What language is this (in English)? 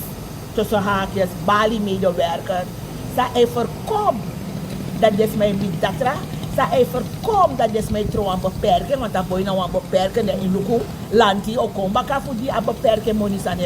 Sranan Tongo